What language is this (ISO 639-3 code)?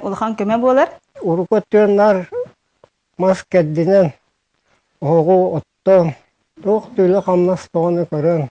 sah